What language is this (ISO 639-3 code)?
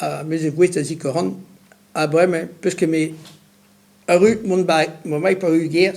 bre